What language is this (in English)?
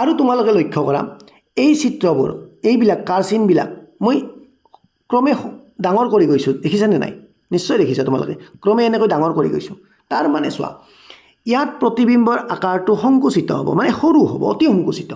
Assamese